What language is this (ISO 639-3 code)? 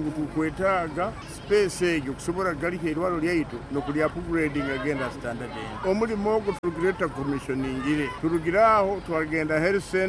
nyo